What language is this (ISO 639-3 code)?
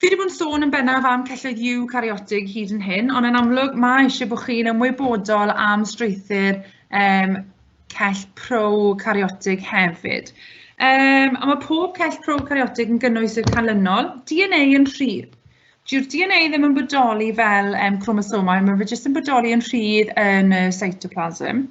cym